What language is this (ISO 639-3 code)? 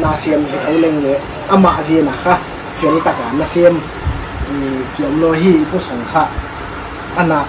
pck